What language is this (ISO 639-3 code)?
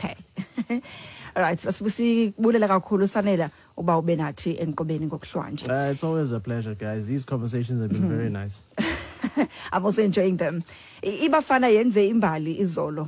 xho